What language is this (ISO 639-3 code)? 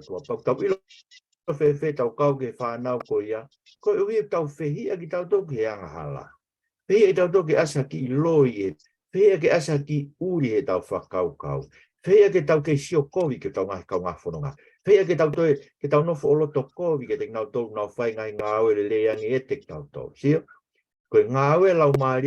ton